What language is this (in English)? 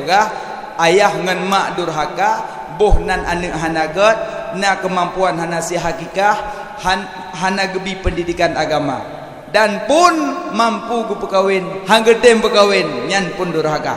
Achinese